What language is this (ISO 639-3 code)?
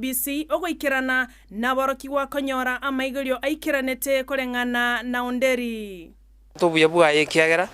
guz